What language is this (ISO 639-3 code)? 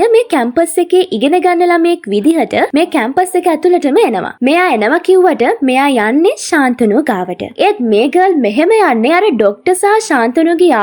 sin